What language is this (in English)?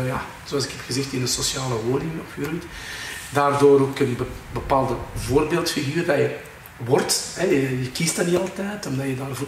Dutch